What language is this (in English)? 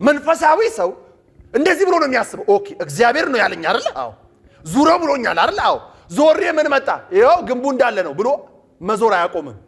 Amharic